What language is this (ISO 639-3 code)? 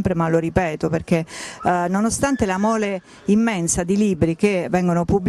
ita